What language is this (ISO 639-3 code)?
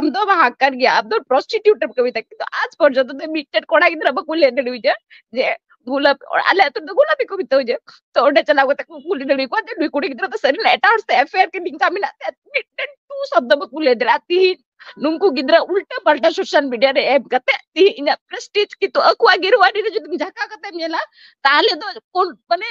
sat